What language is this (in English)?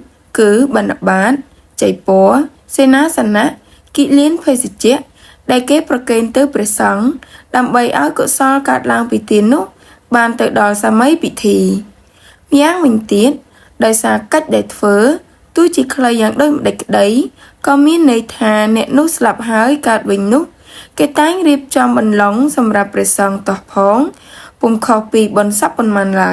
Khmer